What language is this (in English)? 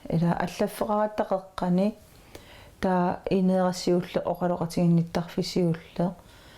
Kalaallisut